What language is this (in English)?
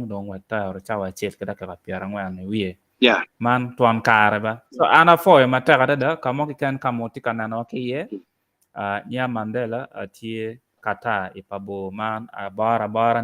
Acoli